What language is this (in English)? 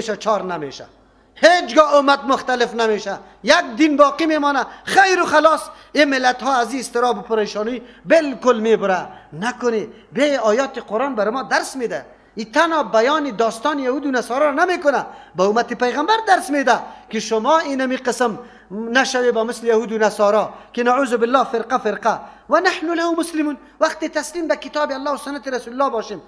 Persian